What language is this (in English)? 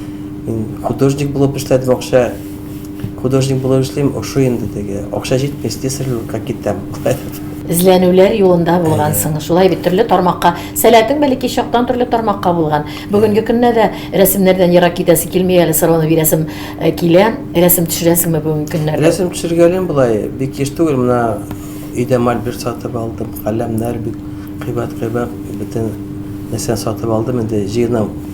Tatar